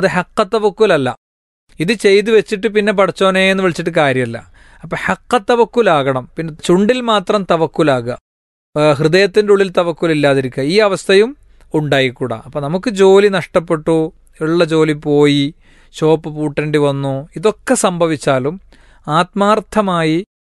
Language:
Malayalam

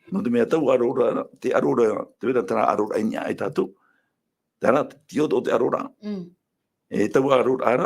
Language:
Tahitian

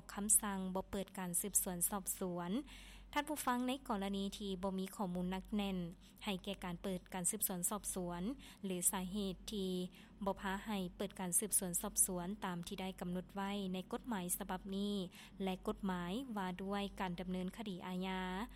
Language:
Lao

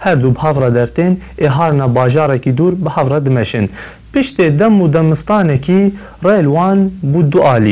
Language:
Kurdish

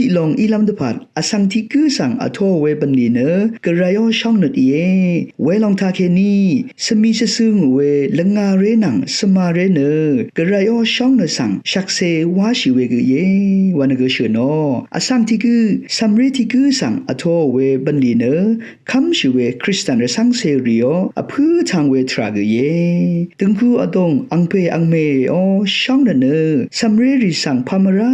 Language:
Rawang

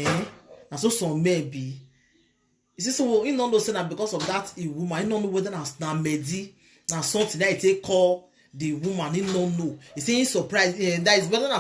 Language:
Nigerian Pidgin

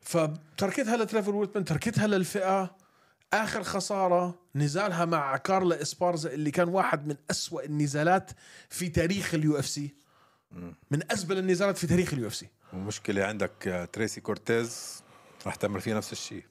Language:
North Levantine Arabic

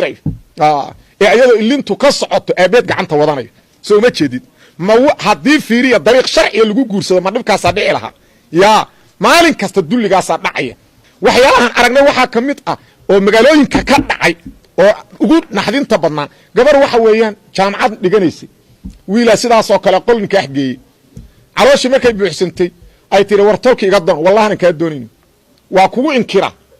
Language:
Somali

